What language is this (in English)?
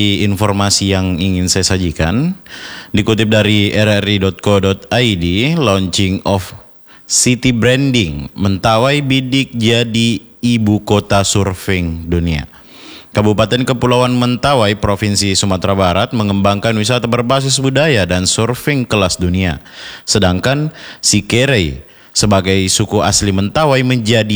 Indonesian